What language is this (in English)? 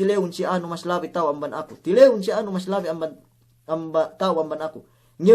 Yakan